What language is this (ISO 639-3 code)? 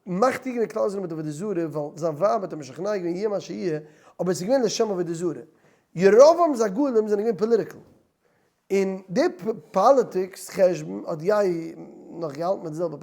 yid